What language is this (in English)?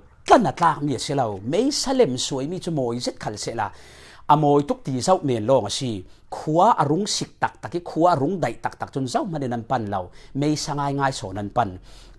Falam Chin